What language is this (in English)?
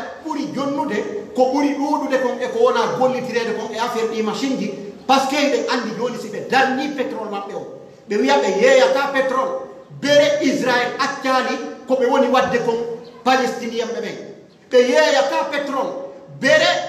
Pular